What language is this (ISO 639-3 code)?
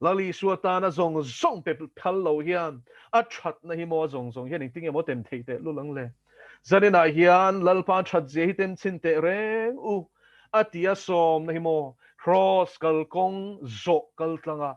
lus